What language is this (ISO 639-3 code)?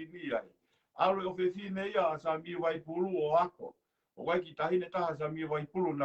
ton